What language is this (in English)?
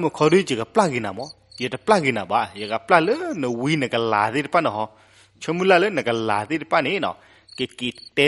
S'gaw Karen